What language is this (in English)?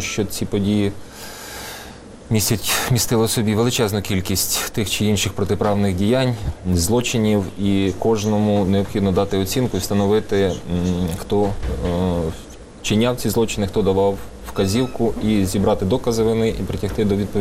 Ukrainian